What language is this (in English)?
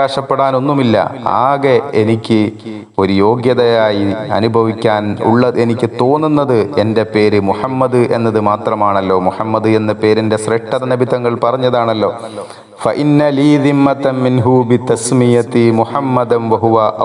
Malayalam